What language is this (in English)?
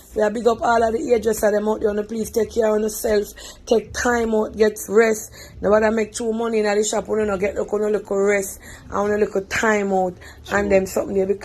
Jamaican Creole English